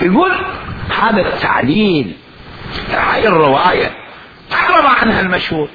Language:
Mesopotamian Arabic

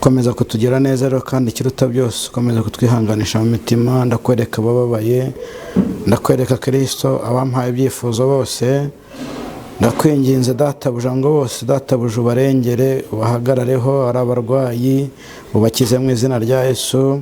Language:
Kinyarwanda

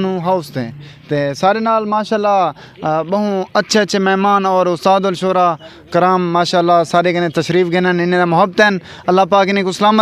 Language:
Saraiki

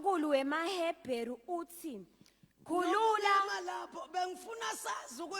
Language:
Zulu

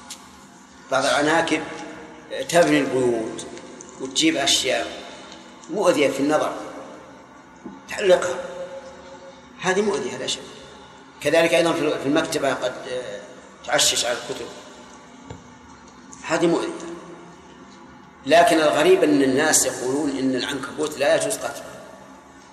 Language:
Arabic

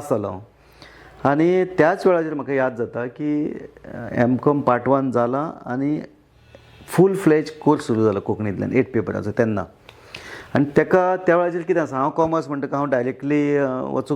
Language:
Konkani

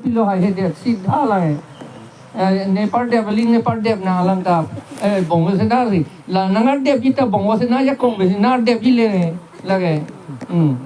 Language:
Karbi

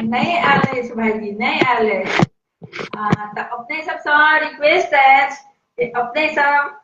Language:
Maithili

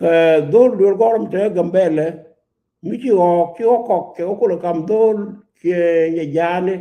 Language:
Nuer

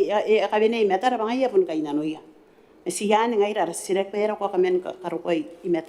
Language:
Gilbertese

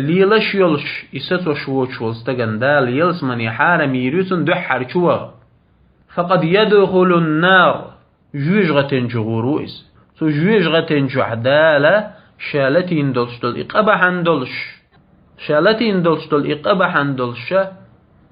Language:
Chechen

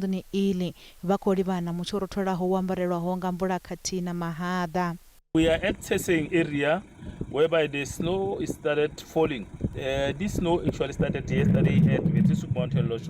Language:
Venda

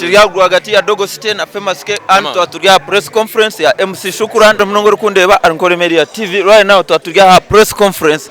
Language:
Nyankole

